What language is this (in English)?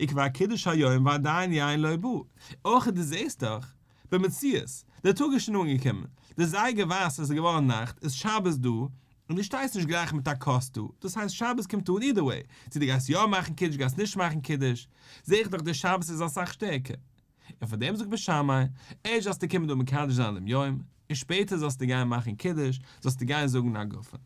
Yiddish